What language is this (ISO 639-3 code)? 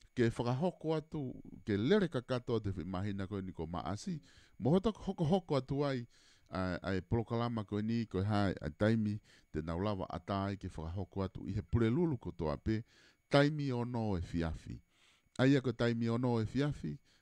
ton